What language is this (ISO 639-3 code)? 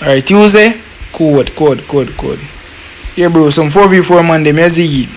jam